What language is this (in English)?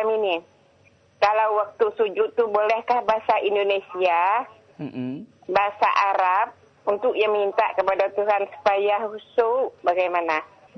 Indonesian